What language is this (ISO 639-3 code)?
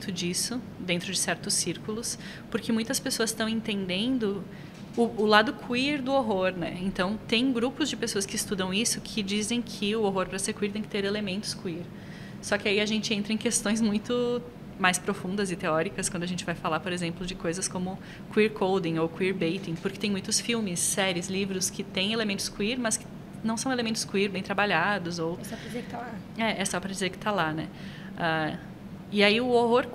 por